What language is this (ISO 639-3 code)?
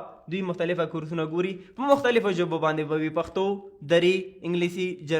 pus